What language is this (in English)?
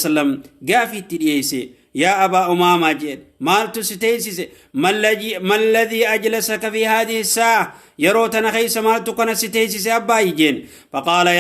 Oromo